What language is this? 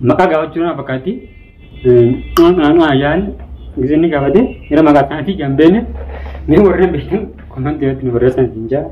Oromo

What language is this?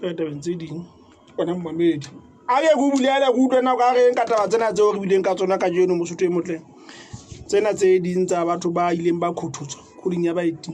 Southern Sotho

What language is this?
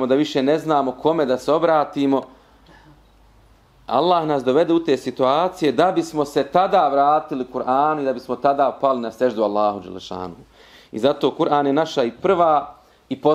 Bosnian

